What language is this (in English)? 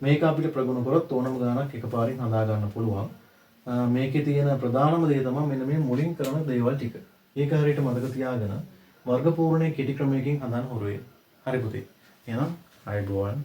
Sinhala